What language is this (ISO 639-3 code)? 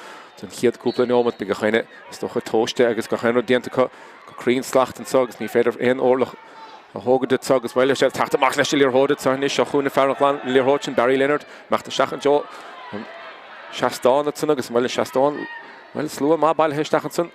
gle